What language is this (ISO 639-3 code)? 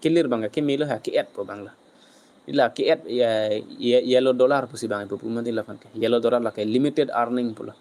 mjw